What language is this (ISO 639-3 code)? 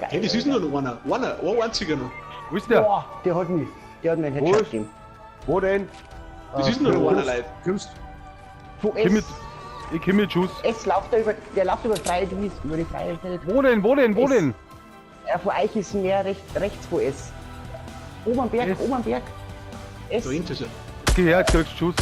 bar